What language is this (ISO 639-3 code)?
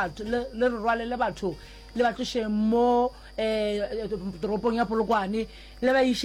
nso